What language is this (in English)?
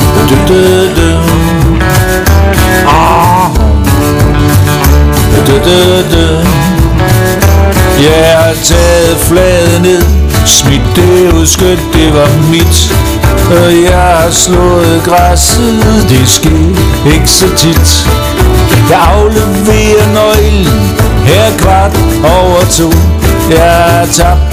Danish